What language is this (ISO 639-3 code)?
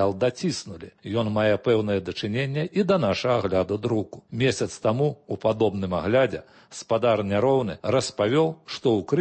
bel